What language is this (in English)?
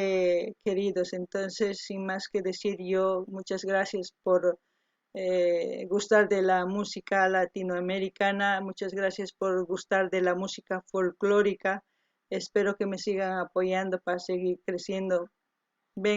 South Bolivian Quechua